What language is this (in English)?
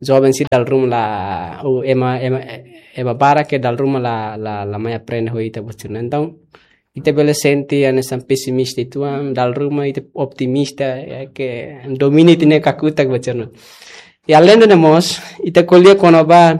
Tetum